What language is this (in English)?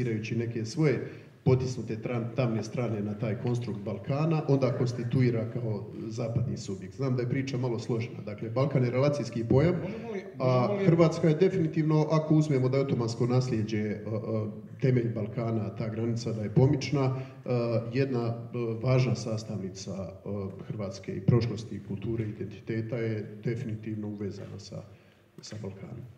Croatian